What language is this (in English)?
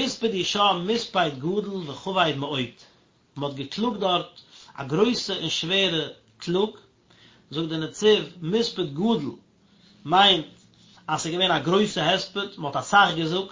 Yiddish